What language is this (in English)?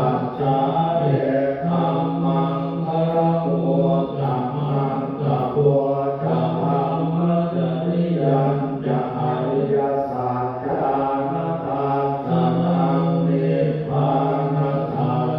Pali